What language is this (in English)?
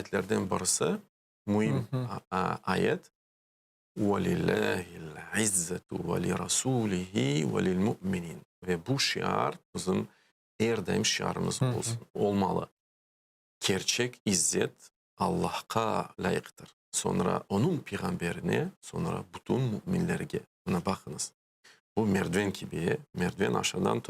Crimean Tatar